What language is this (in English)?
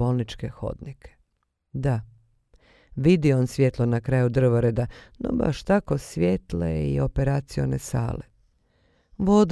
Bosnian